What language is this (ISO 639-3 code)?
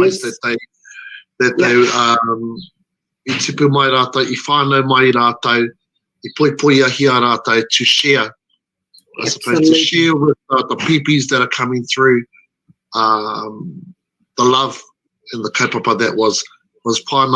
mri